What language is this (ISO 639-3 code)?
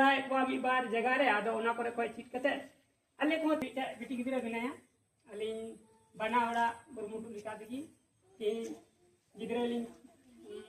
sat